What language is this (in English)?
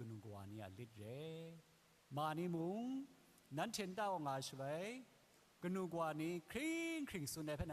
Kachin